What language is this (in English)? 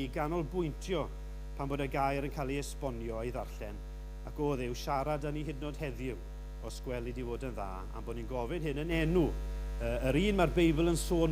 Welsh